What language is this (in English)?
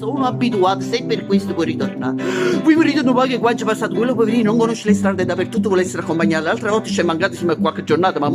Neapolitan